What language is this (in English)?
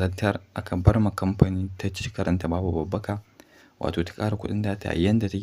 Hausa